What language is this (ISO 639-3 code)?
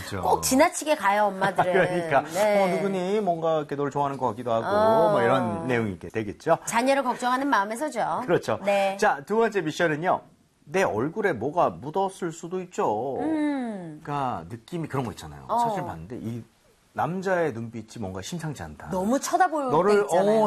kor